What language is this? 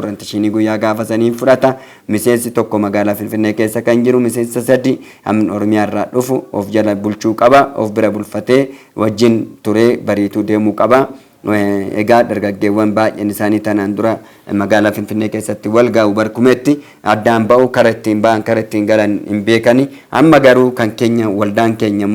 Oromo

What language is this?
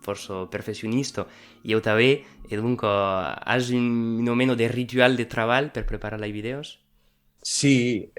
Occitan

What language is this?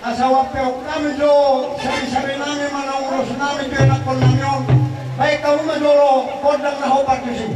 Batak Toba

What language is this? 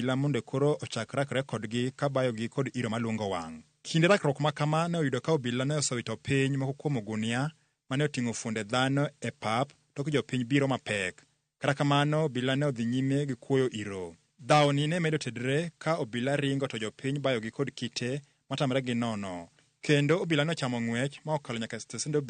Luo (Kenya and Tanzania)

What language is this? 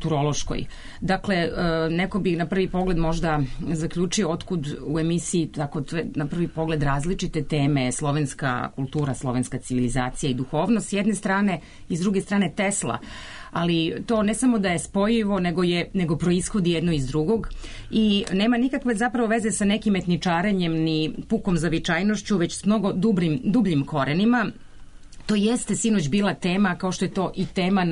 Serbian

